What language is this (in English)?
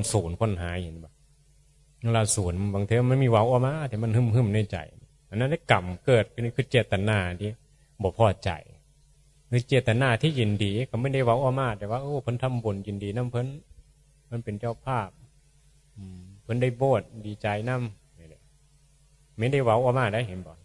Northeastern Thai